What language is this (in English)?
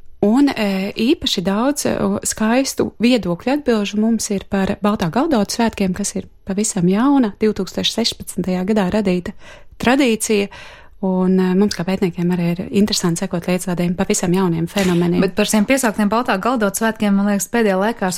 Latvian